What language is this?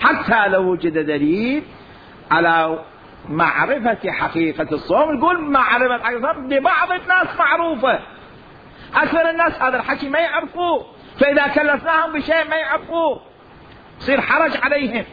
Mesopotamian Arabic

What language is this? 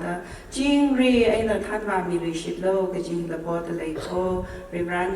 Tangkhul Naga (India)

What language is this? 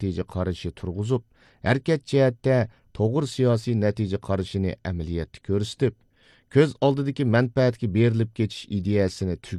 Uyghur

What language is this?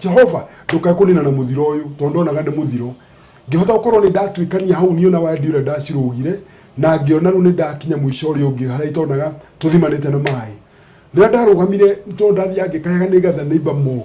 Kikuyu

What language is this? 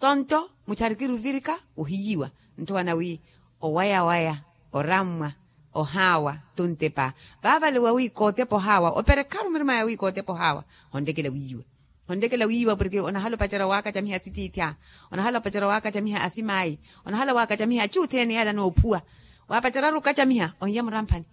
Makhuwa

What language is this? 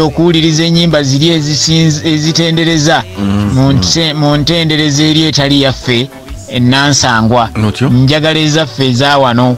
Ganda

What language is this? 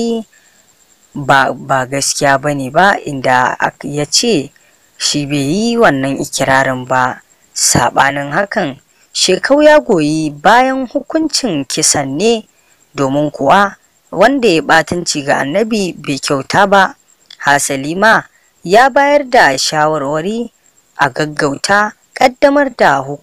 Hausa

